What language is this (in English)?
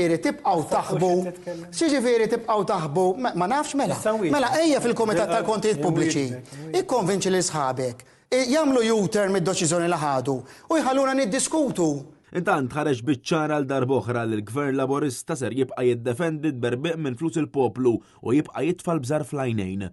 Maltese